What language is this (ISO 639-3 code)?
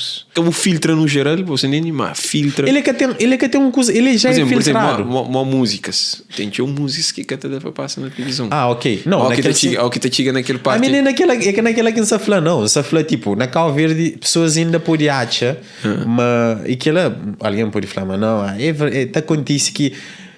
kea